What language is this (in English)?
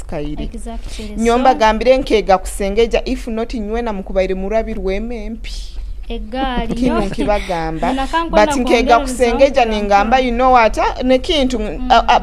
Nyoro